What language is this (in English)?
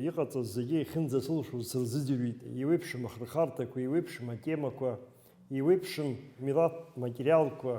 Abkhazian